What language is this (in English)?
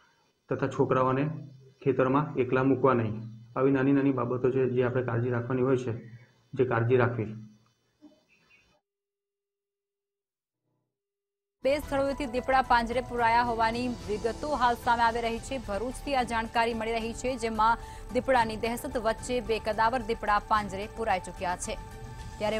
Gujarati